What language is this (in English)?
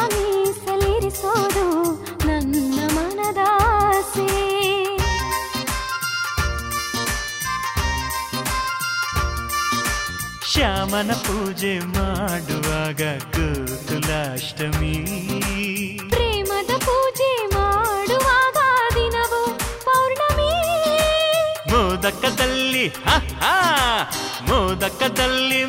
Kannada